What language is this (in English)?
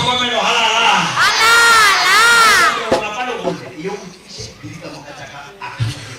Northern Sotho